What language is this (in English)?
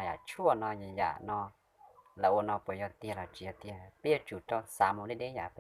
Hmong